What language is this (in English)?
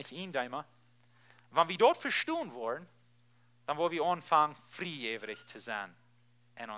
Plautdietsch